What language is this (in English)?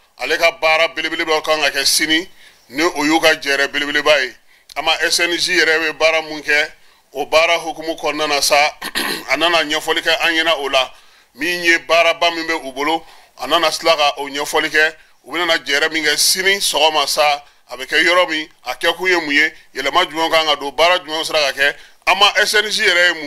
Bambara